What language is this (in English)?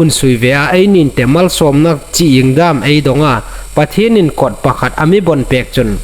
Hmar